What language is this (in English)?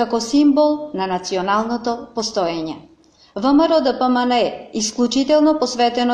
Macedonian